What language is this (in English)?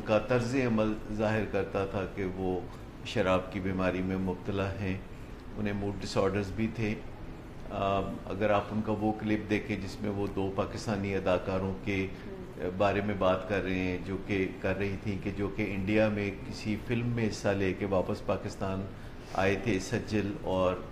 Urdu